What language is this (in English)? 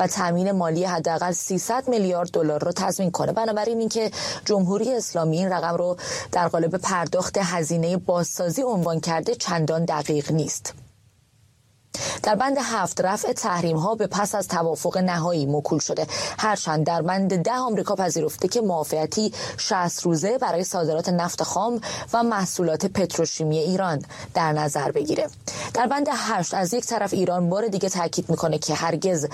Persian